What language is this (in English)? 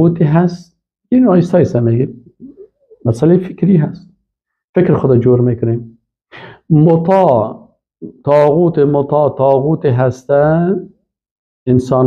Persian